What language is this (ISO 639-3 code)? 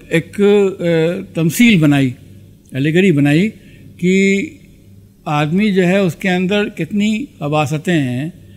urd